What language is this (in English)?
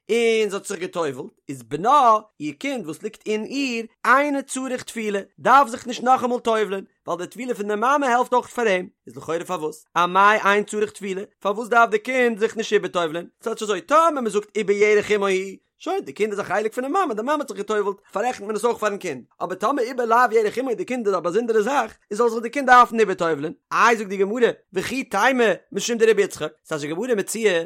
Yiddish